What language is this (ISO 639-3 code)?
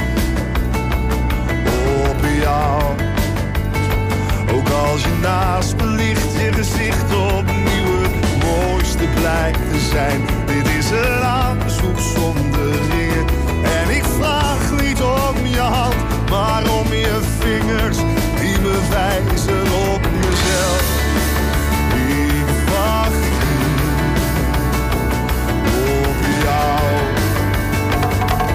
nld